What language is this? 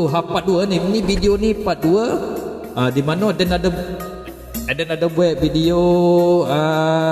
Malay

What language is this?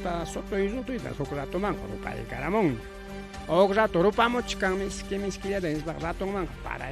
Ayacucho Quechua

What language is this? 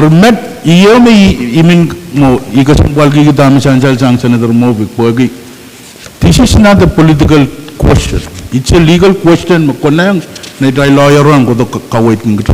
Pohnpeian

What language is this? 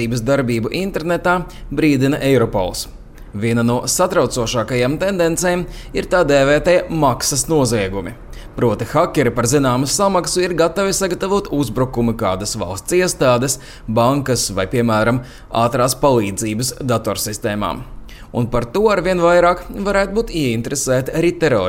Latvian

